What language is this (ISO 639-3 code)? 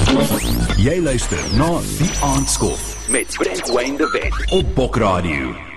afr